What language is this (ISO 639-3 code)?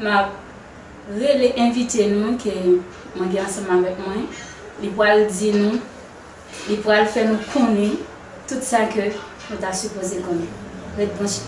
hat